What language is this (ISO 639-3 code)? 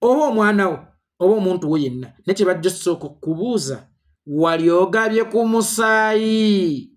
lug